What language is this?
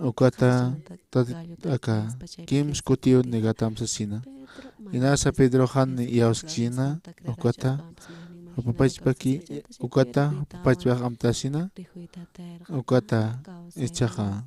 Aymara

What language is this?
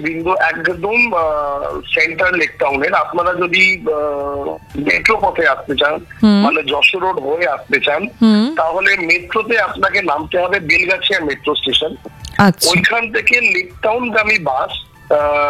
Bangla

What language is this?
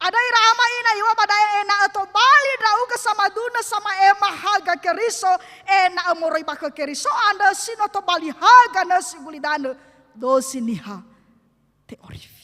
Nias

